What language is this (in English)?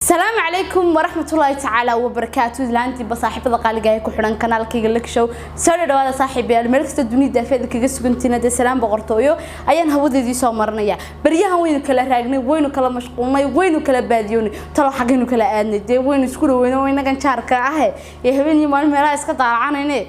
Somali